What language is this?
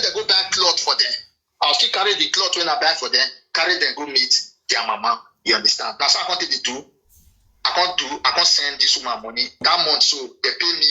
Nigerian Pidgin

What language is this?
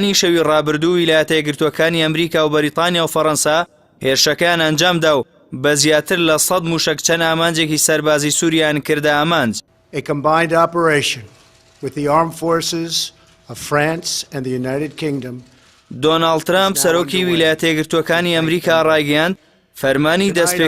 Central Kurdish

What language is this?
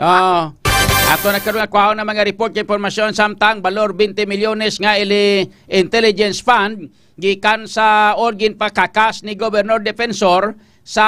Hiligaynon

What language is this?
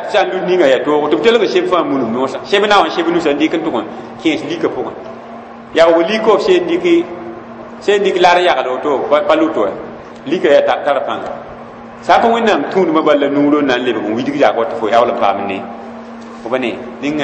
Mossi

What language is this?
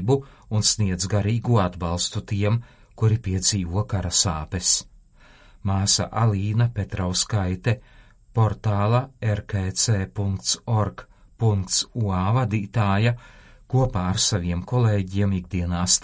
Latvian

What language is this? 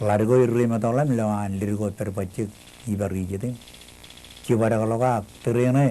Marshallese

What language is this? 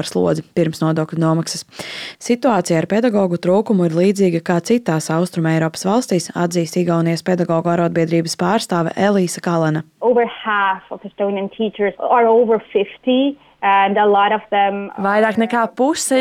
Latvian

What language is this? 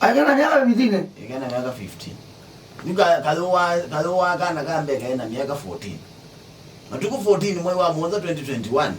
Kamba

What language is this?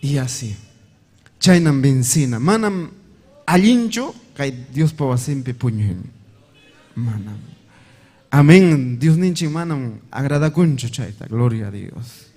Ayacucho Quechua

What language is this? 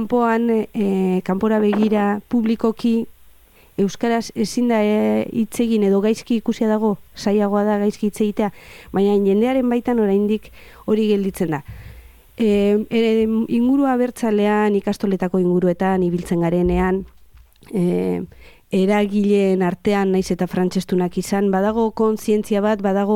Basque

